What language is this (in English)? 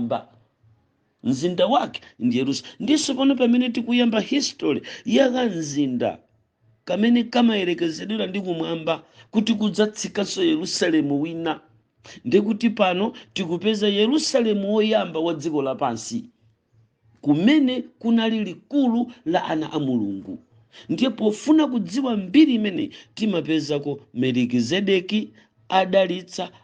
Nyanja